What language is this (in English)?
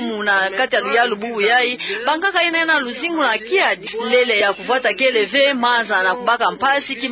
Kituba (Democratic Republic of Congo)